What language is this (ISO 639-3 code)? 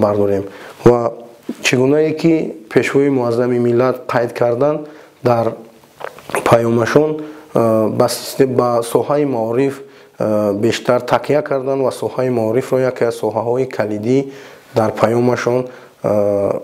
tgk